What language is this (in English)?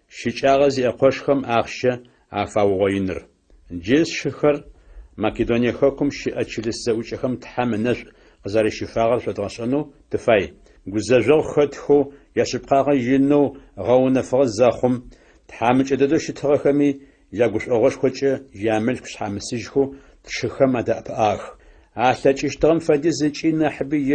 Adyghe